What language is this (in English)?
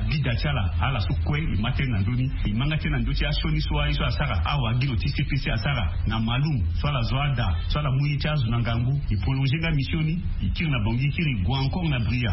Sango